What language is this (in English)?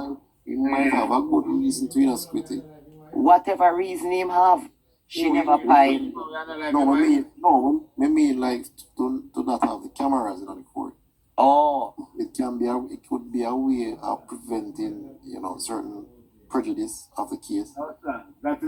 Jamaican Creole English